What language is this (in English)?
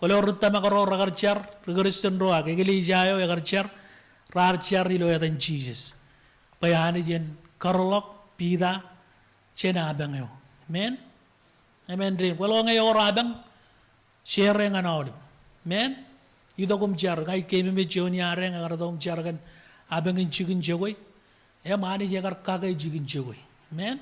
Marshallese